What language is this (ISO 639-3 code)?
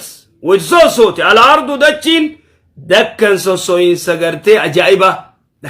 orm